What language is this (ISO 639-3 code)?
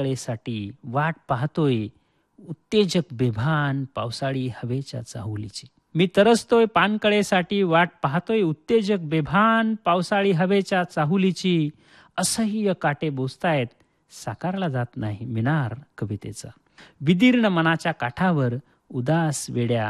mar